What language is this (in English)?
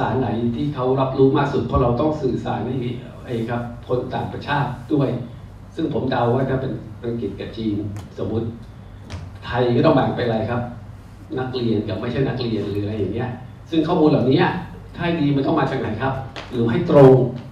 Thai